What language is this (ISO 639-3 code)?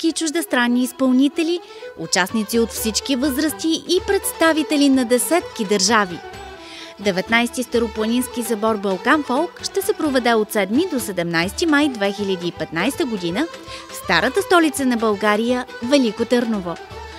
bul